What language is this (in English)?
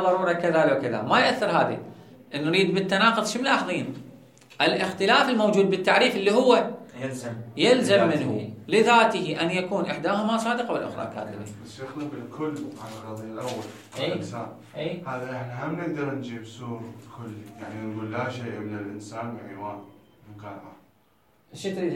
Mesopotamian Arabic